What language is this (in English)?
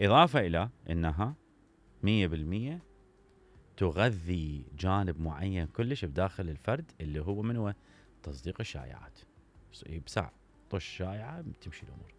Mesopotamian Arabic